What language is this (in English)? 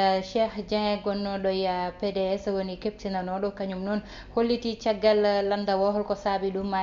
Fula